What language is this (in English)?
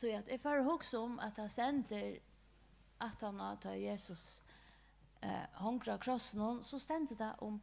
Faroese